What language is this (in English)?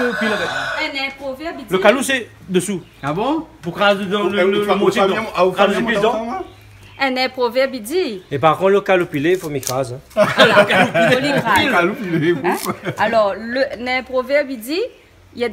Réunion Creole French